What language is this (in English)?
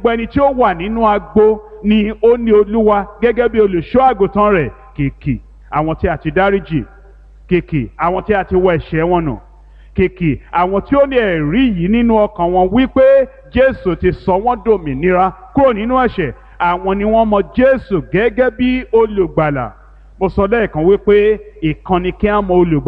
Yoruba